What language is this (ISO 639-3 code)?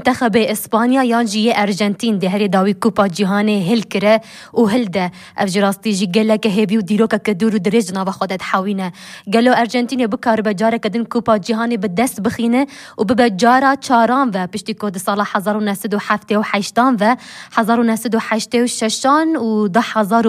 kur